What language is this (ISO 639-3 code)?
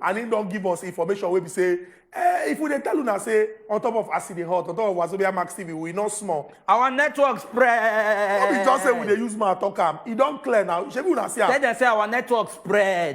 pcm